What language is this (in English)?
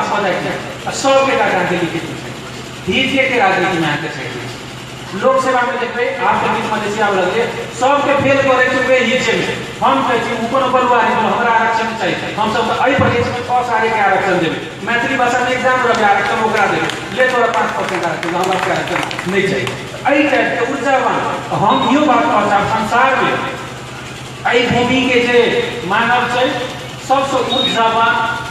Maithili